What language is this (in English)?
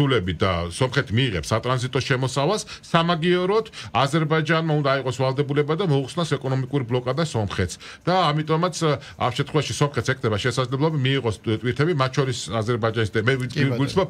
Georgian